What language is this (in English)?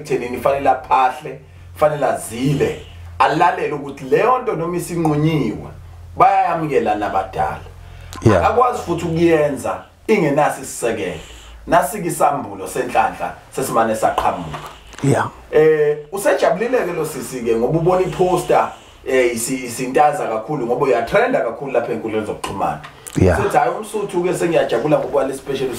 Zulu